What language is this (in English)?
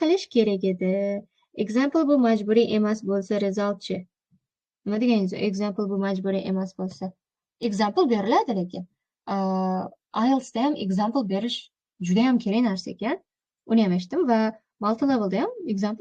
Uzbek